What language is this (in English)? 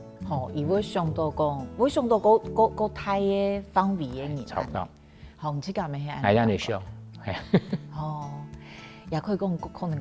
Hakka Chinese